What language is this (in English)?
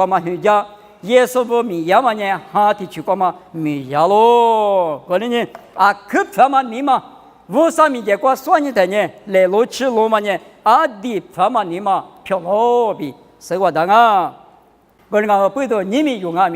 Lisu